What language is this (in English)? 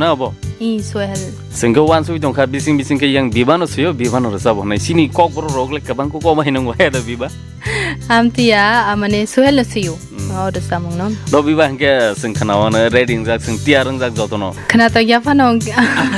Kok Borok